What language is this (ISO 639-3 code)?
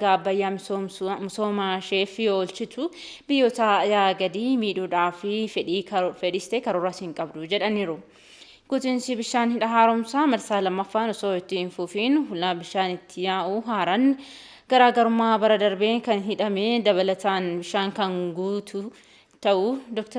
orm